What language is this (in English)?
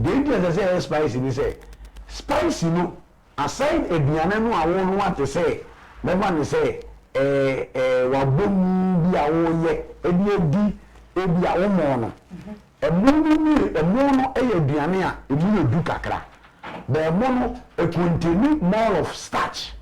Akan